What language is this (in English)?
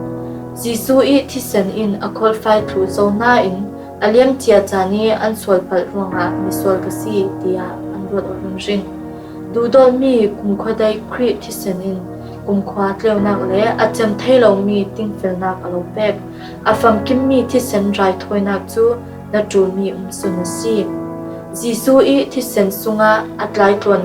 Falam Chin